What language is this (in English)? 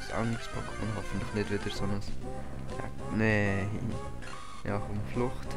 Swiss German